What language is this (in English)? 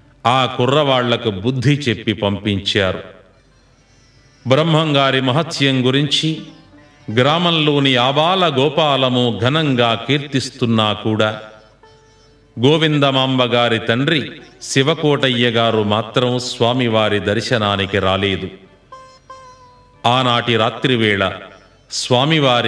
Telugu